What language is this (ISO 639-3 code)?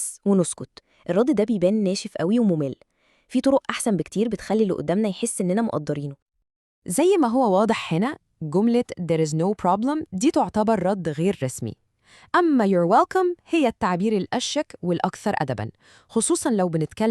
arz